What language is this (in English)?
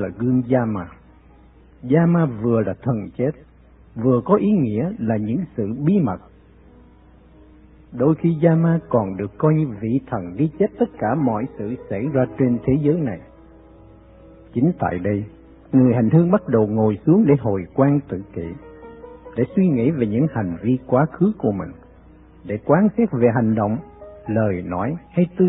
Vietnamese